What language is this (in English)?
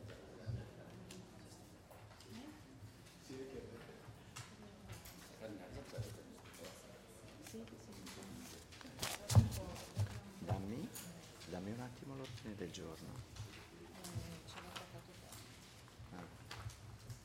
Italian